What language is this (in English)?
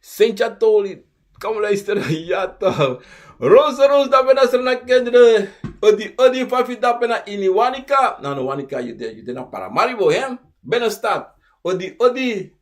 Sranan Tongo